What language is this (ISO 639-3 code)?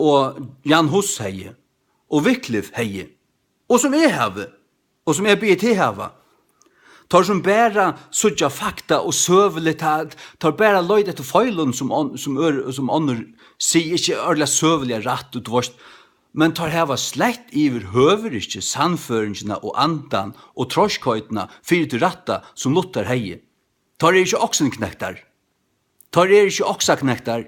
fao